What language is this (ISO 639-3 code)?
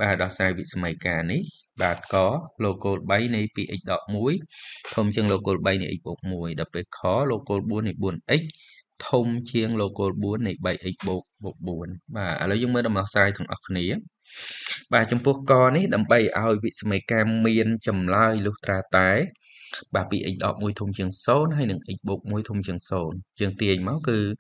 khm